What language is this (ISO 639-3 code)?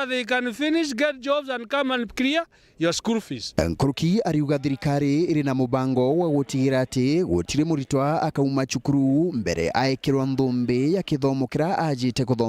mer